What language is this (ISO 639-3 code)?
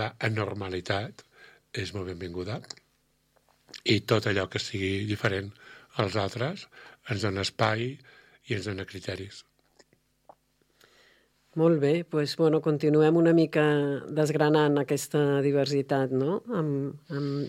cat